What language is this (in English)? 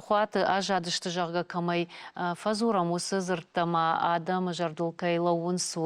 Ossetic